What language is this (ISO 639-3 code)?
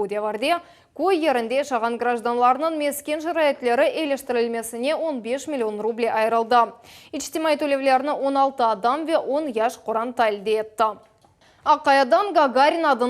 crh